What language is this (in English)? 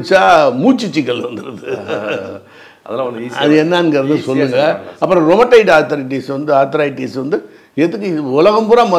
Tamil